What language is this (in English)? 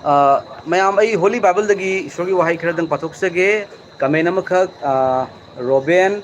Manipuri